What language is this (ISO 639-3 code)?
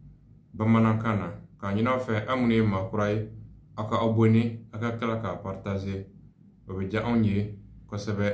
bam